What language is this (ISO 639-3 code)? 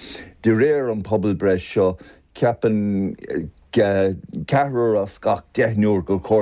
gle